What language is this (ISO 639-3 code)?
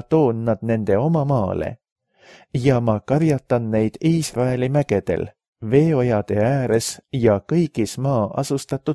est